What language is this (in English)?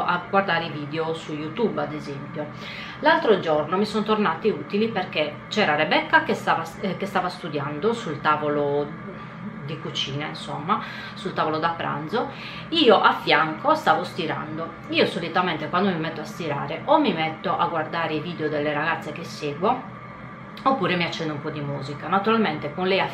Italian